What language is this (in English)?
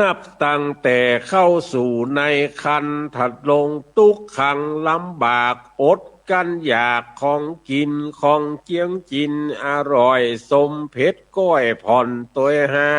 Northern Thai